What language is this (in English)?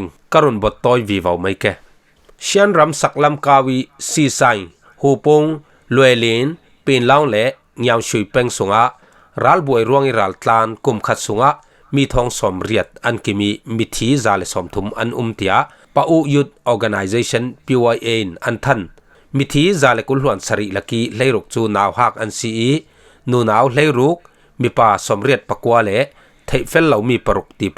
Falam Chin